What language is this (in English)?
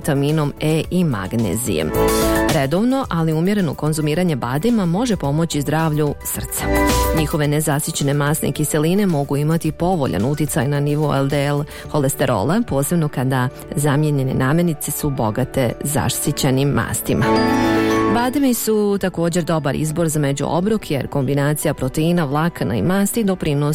Bosnian